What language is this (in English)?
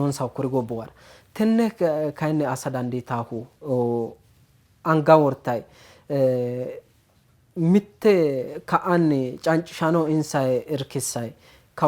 Sidamo